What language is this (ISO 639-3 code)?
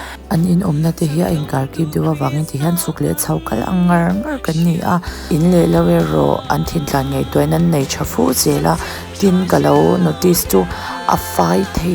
lus